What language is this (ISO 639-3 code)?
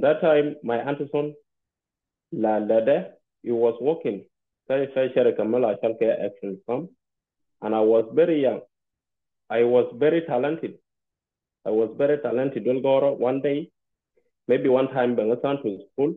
nus